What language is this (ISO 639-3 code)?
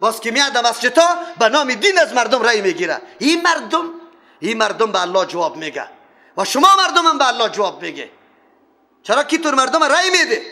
fas